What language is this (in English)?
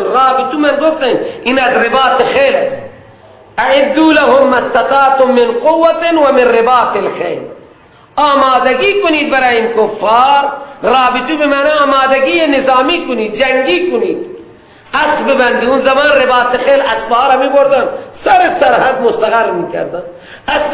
Persian